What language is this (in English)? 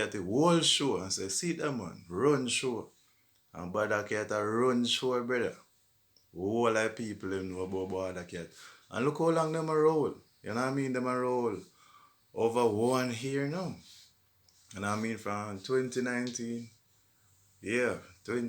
Jamaican Creole English